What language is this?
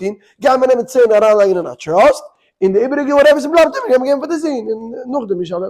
Yiddish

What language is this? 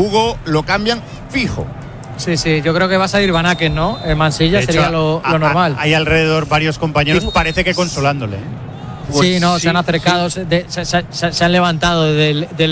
Spanish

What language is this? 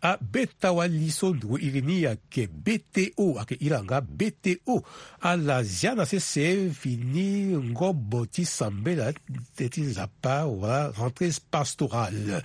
Sango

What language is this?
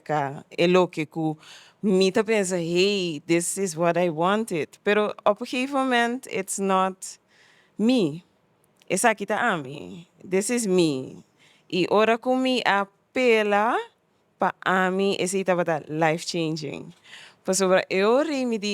Papiamento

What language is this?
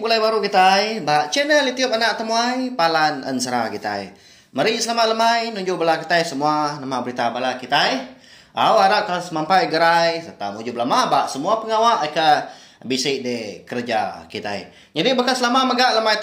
Iban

